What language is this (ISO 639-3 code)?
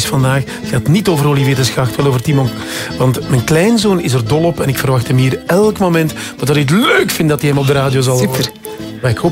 nld